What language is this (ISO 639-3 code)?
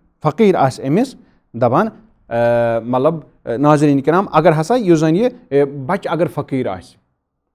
kas